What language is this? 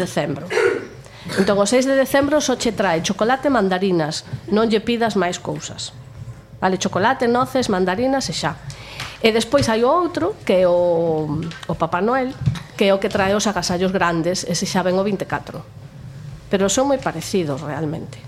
Galician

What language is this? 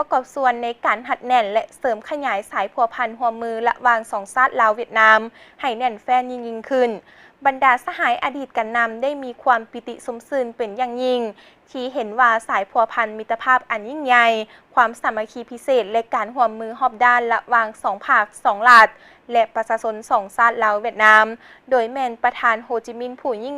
Lao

